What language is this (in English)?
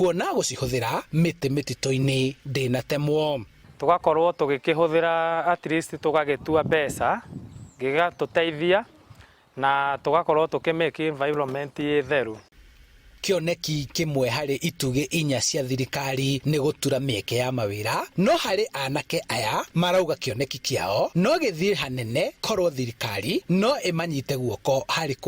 Kikuyu